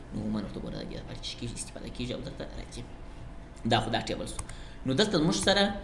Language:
Pashto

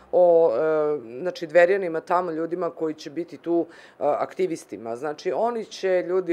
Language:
Serbian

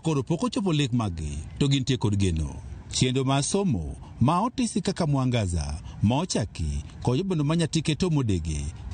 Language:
Luo (Kenya and Tanzania)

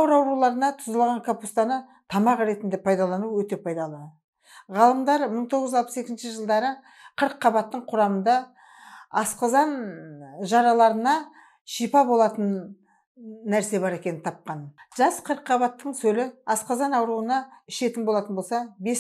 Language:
Kazakh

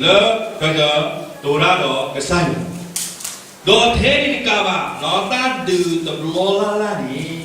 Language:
S'gaw Karen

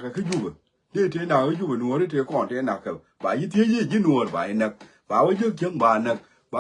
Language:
Nuer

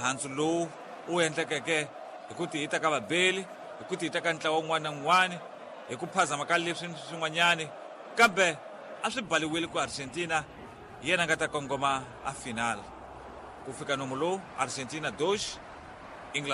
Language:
Tsonga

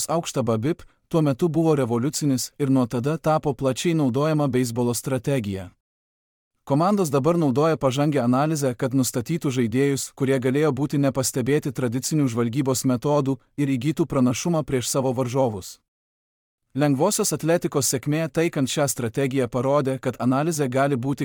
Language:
Lithuanian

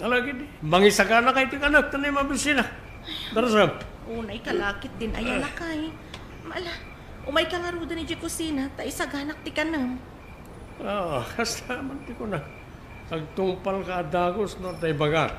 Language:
Iloko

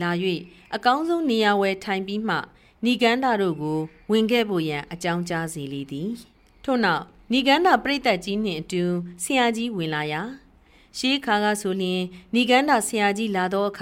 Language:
Burmese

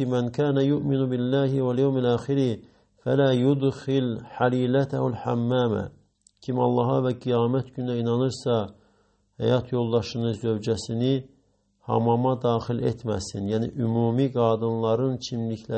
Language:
Azerbaijani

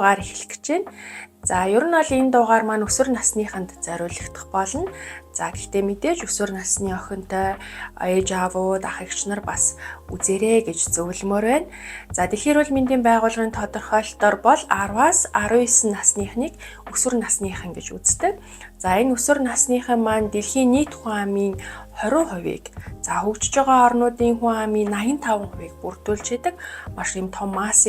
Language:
Mongolian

